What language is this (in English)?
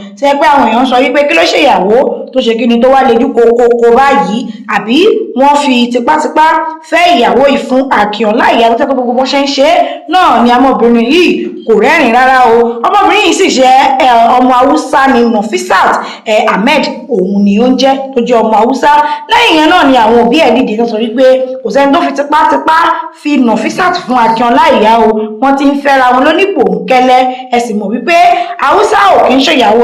Yoruba